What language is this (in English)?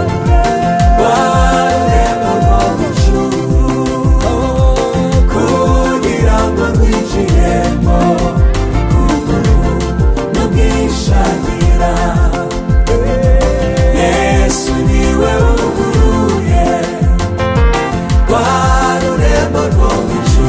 Kinyarwanda